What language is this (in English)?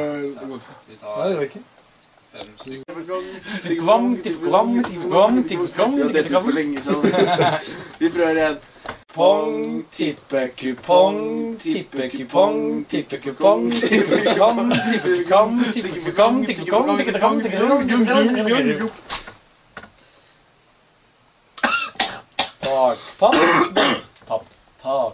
Norwegian